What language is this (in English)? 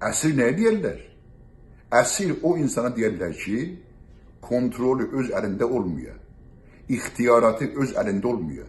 South Azerbaijani